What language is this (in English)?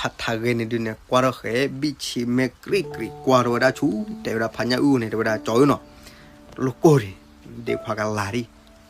S'gaw Karen